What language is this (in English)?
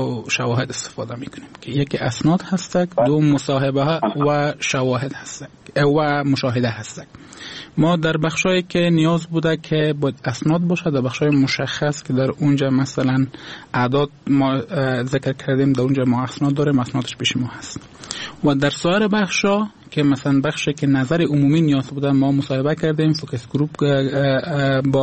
Persian